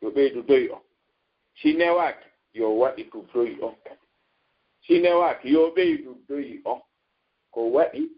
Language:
Fula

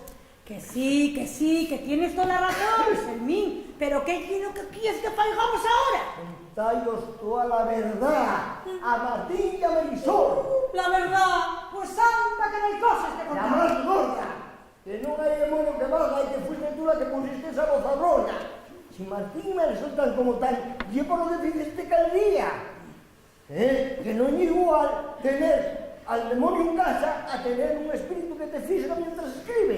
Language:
Asturian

